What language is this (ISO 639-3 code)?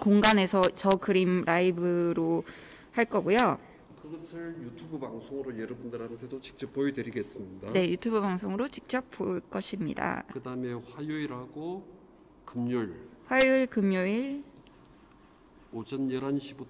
kor